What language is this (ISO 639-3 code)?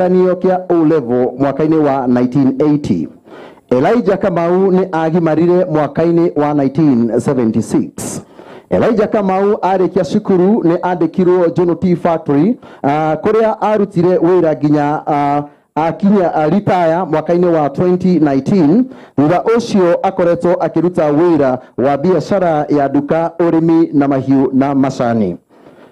kik